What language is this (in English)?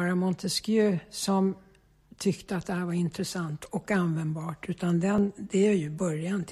Swedish